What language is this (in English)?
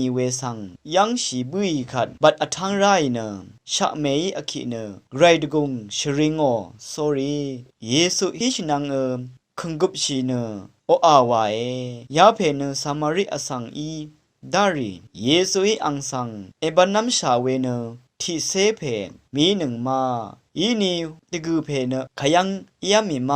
Rawang